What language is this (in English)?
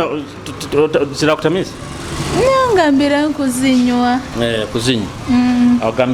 Nyoro